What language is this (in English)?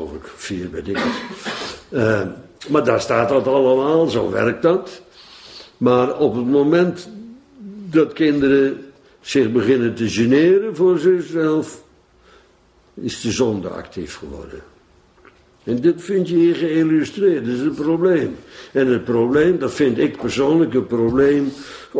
Dutch